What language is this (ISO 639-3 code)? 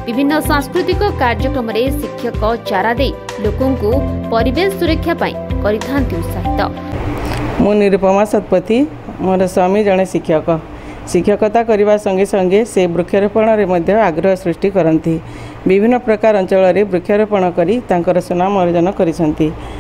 ori